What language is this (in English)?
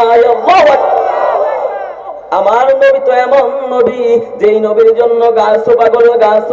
Bangla